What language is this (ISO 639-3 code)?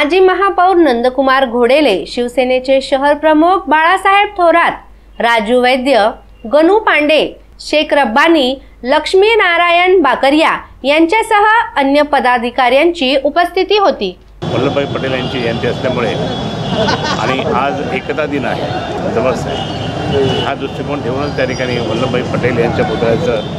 mar